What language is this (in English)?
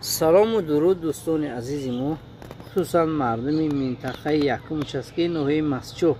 Tajik